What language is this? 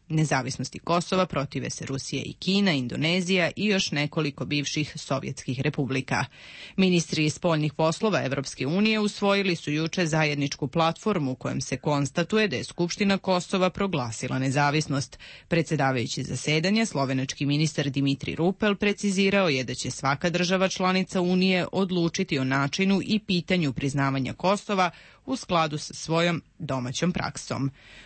Serbian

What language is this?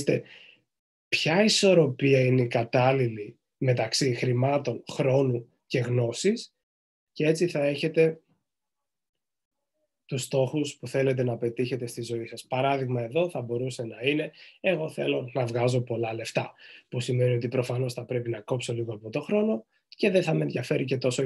Greek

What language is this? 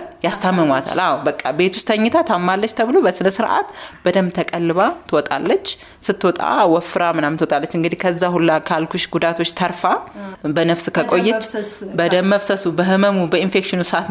Amharic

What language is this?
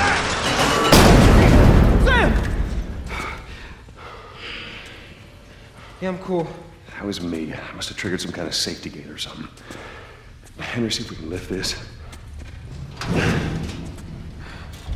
English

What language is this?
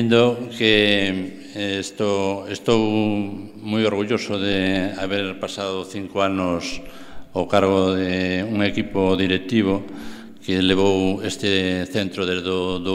Galician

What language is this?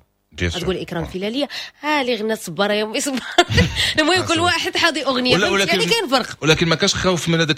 Moroccan Arabic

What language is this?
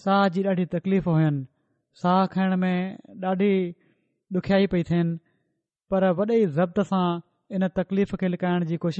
Sindhi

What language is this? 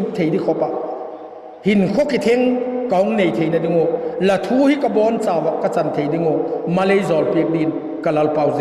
Vaiphei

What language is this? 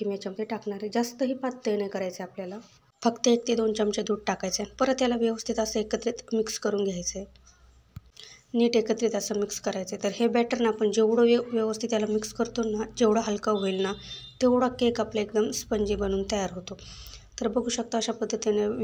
Marathi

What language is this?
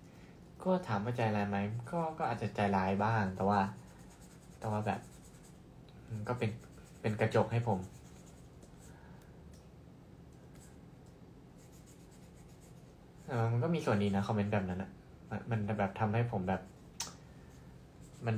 Thai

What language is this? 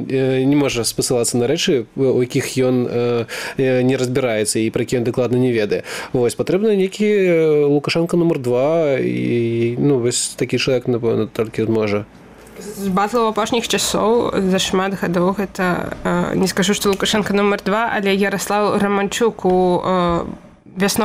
Belarusian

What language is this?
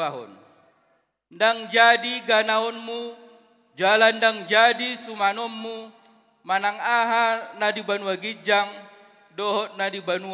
Batak Toba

